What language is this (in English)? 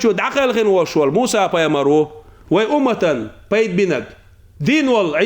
Chechen